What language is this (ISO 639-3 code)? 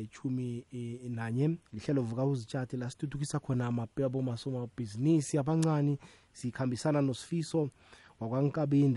nbl